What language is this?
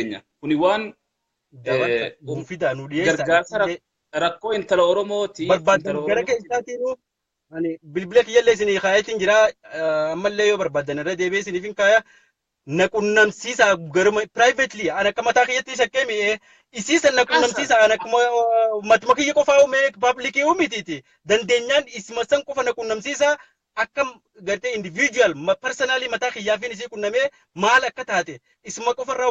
Oromo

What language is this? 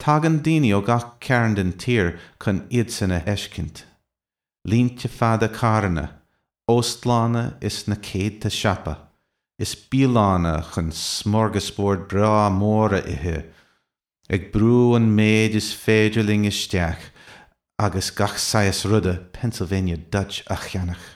Irish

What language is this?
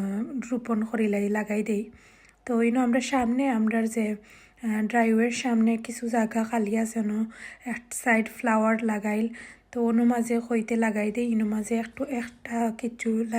Sylheti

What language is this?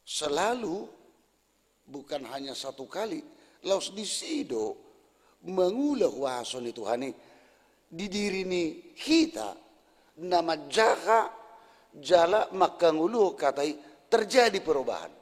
Batak Toba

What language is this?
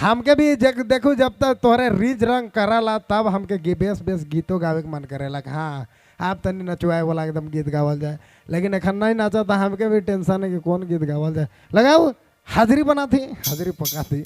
Sadri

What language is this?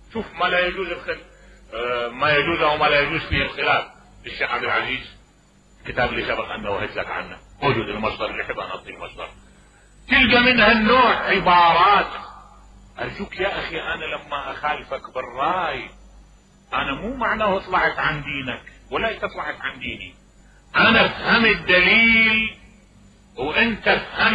Mesopotamian Arabic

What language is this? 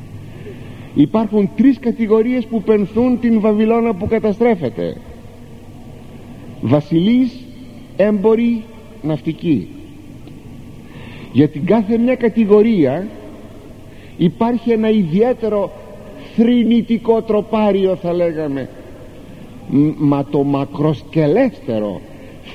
Greek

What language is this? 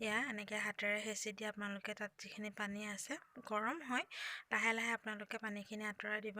Assamese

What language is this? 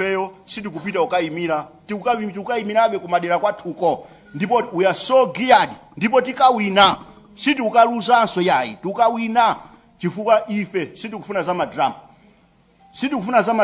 Nyanja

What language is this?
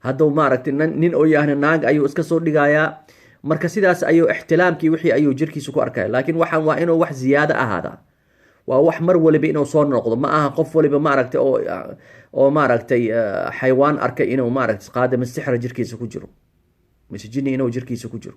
Somali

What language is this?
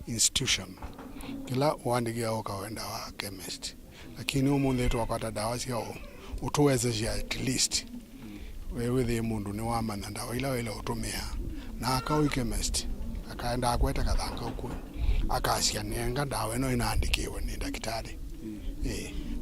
Kamba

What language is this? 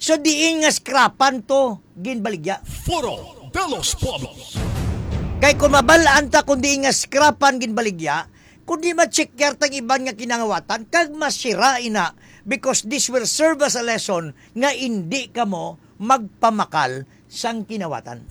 Hiligaynon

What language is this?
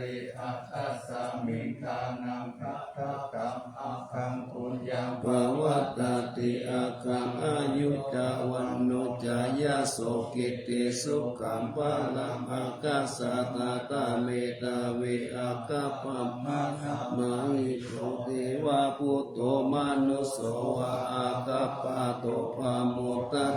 Pali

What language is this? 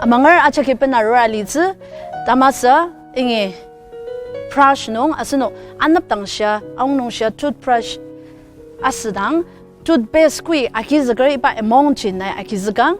Ao Naga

